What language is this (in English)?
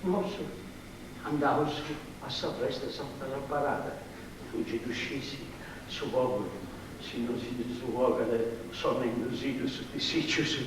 Sardinian